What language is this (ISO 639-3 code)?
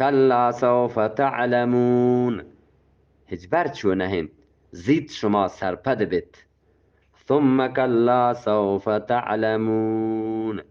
bgp